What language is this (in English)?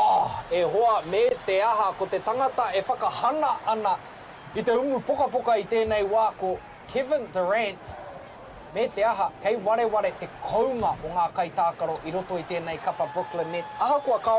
Māori